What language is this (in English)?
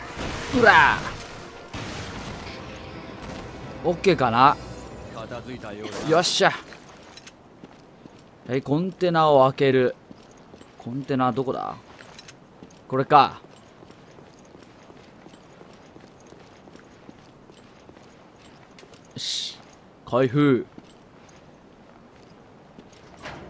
Japanese